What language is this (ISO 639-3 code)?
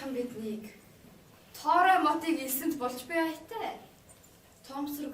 mon